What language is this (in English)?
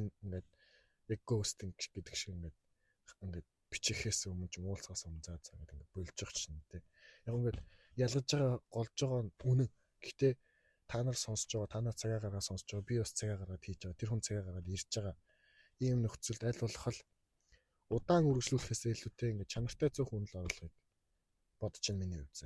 Mongolian